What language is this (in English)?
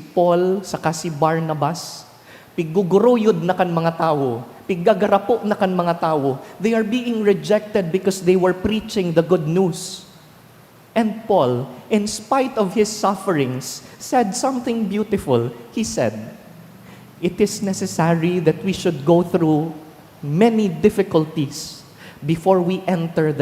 Bikol